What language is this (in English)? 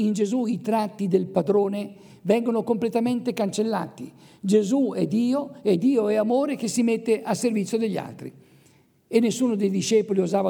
Italian